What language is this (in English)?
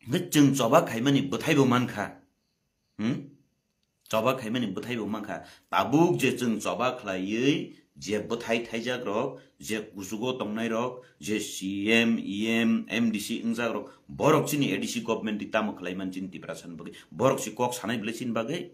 Kok Borok